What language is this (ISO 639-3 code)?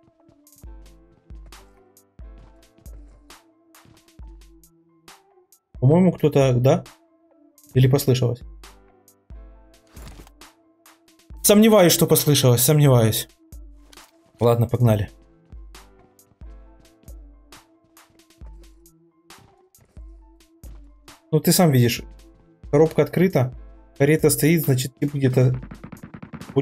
rus